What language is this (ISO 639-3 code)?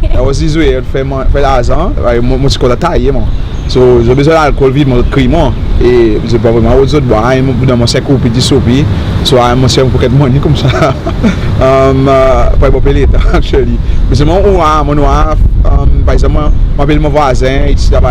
crs